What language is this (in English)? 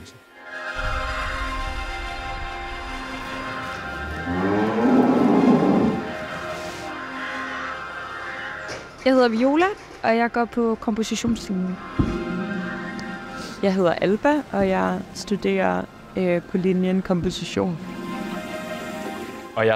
Danish